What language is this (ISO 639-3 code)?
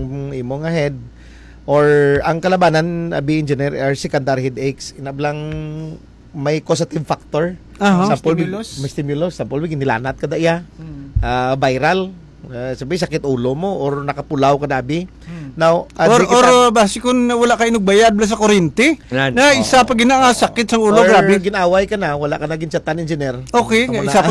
hil